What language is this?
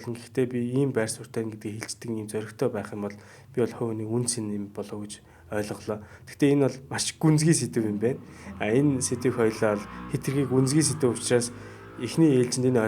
Mongolian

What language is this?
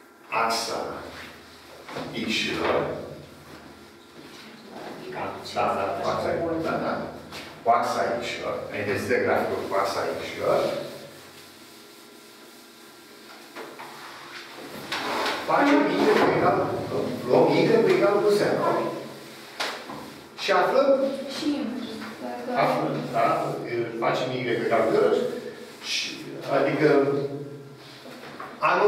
Romanian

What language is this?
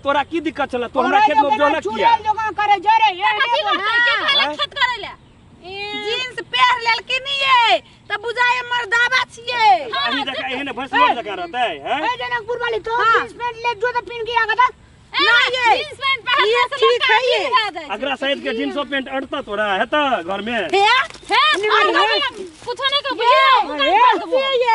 Maithili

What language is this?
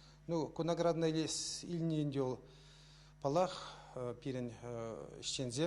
Chuvash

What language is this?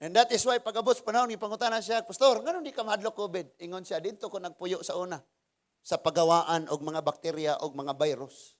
Cebuano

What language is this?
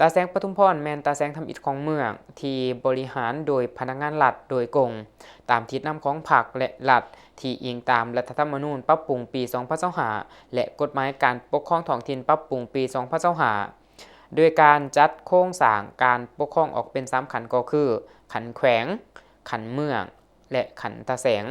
Lao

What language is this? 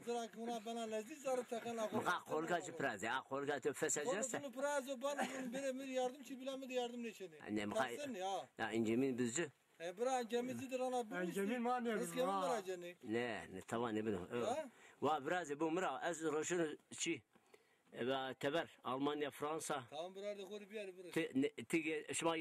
Zaza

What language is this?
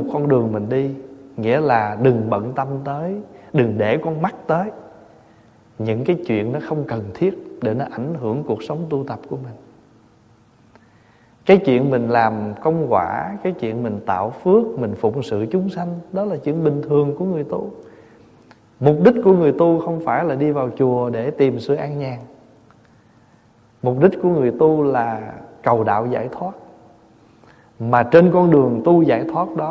Vietnamese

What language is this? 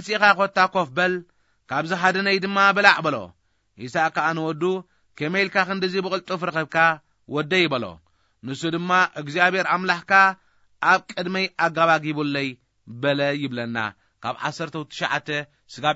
Tigrinya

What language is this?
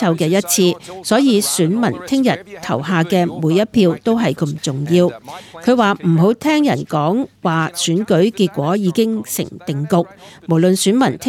Cantonese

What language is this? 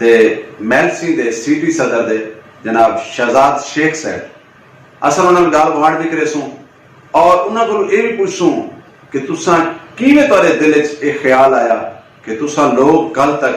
Saraiki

